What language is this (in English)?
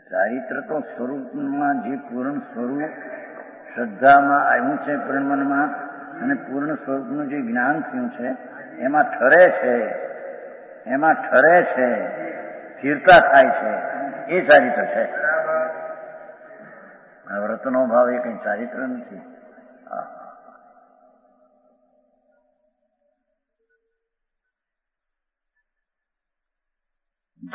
Gujarati